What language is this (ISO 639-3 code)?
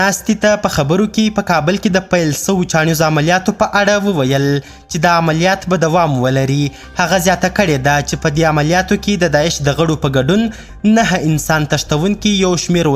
pus